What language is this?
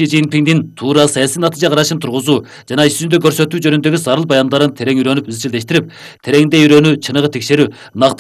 Kyrgyz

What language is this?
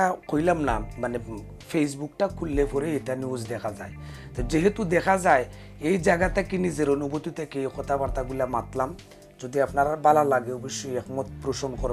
Sylheti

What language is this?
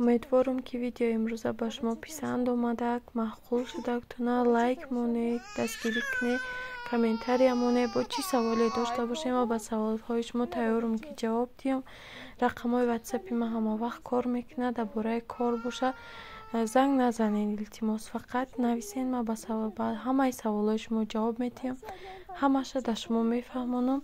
Tajik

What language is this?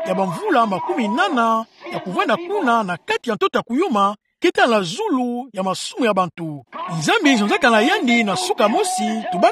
Kituba (Democratic Republic of Congo)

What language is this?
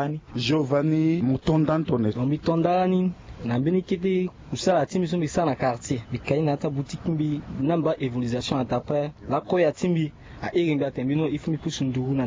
Sango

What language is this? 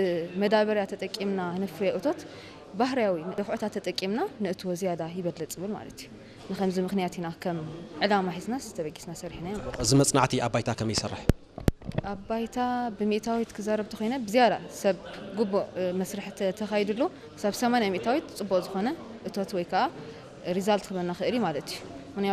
Tigrinya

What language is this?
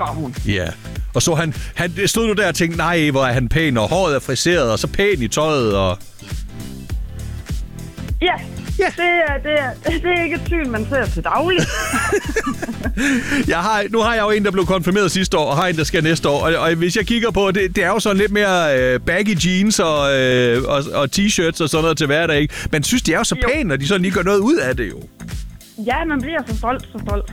Danish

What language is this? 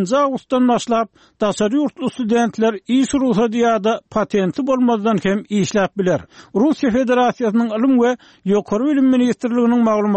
Turkmen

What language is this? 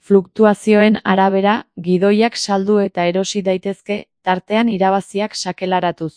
Basque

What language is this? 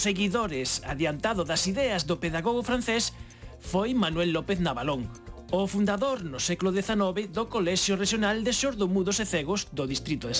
Galician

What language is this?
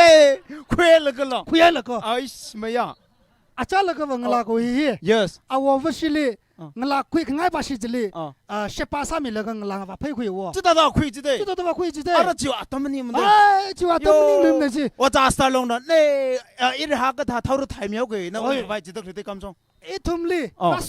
Tangkhul Naga (India)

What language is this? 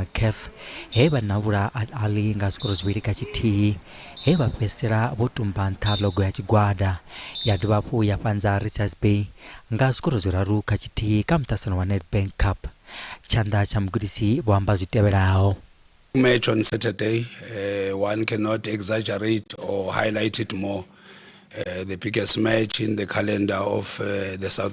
Venda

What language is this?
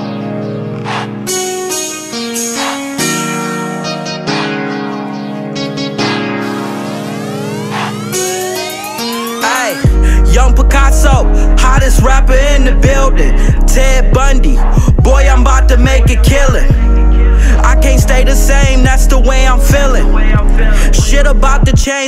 English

